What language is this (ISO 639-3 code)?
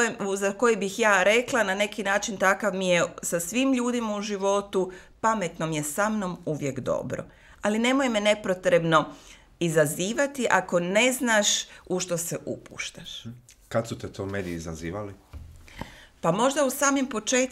hrv